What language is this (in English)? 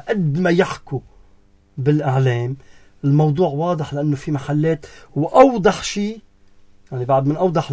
North Levantine Arabic